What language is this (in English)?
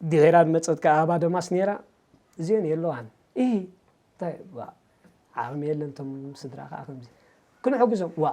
Tigrinya